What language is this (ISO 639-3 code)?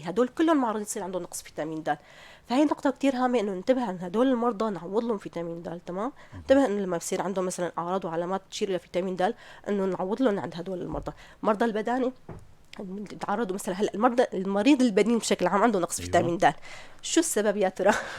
apc